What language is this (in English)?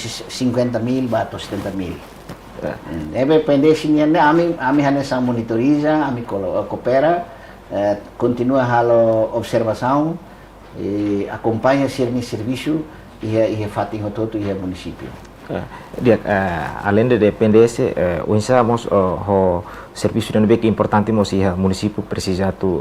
Tetum